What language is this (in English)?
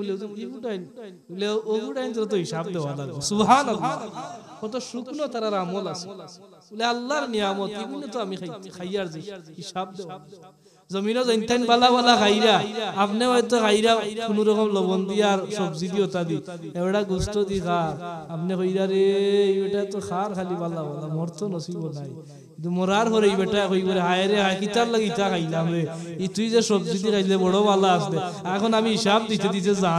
Sylheti